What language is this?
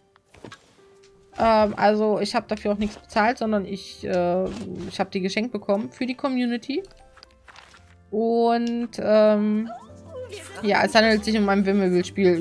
German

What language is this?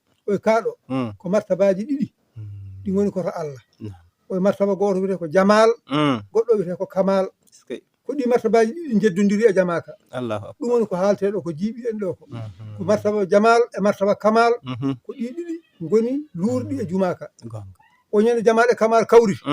Fula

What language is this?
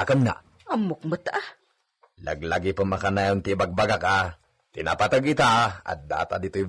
Iloko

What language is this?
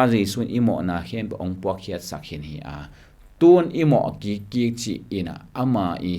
Tedim Chin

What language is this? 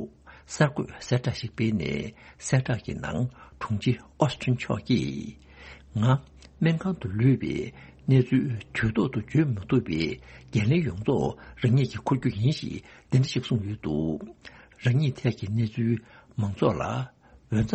Tibetan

